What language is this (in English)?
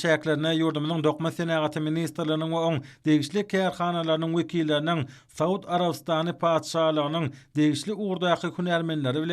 Turkmen